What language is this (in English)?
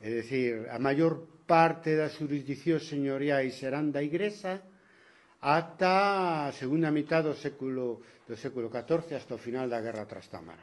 Galician